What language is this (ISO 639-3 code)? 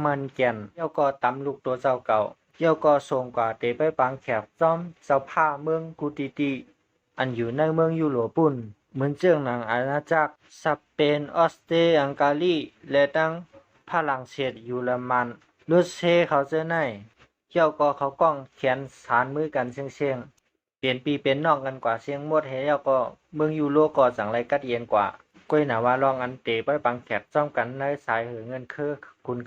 shn